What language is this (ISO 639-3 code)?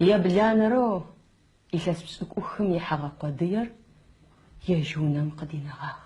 ady